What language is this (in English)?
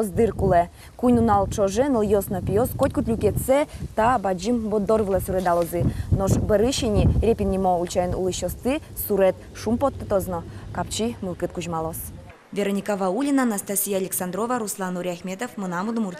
Udmurt